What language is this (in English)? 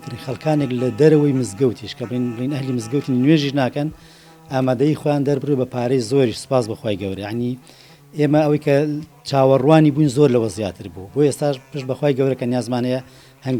Central Kurdish